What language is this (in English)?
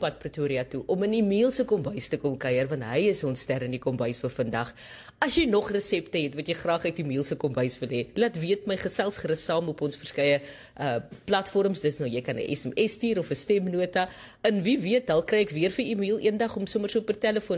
Afrikaans